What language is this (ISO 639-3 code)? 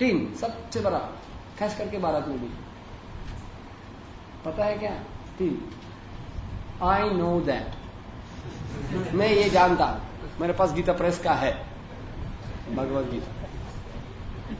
hin